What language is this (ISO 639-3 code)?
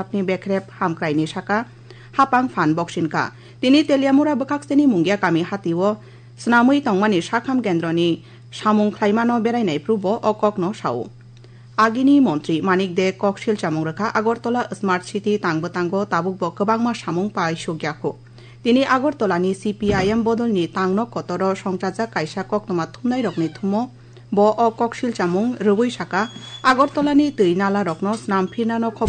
trp